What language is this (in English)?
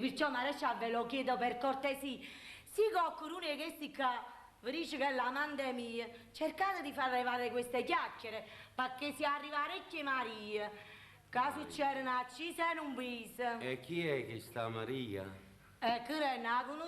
Neapolitan